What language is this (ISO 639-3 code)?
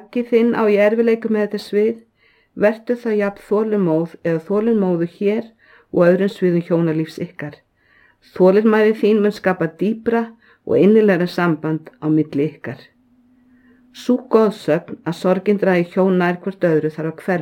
isl